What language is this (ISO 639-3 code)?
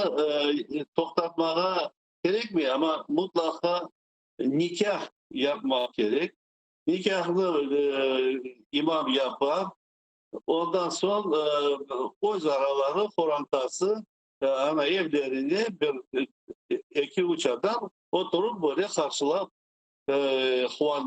crh